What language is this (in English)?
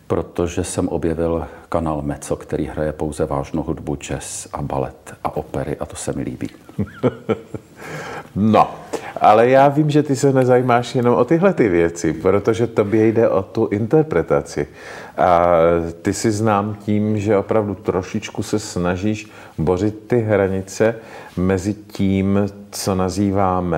Czech